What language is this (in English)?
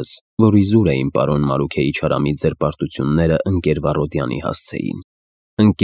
Armenian